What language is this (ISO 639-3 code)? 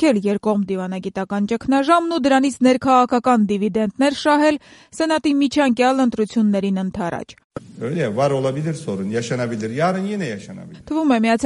hye